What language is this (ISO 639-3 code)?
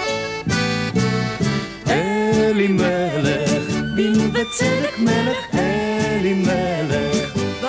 heb